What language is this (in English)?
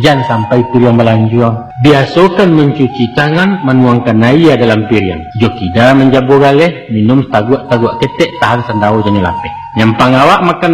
Minangkabau